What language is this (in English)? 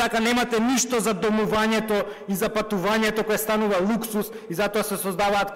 Macedonian